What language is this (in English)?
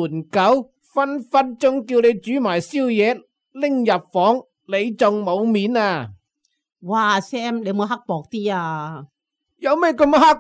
Cantonese